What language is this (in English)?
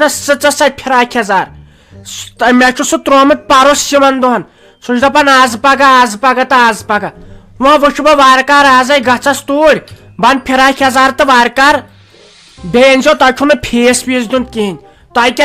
Kashmiri